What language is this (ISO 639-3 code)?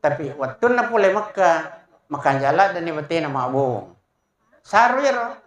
bug